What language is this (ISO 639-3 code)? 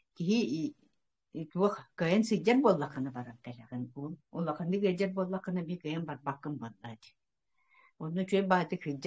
sah